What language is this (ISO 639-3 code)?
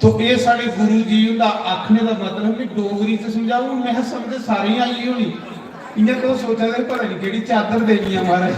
doi